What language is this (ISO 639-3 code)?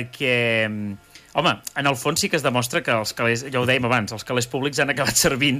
cat